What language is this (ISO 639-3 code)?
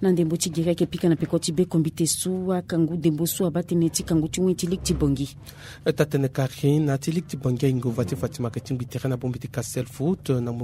sag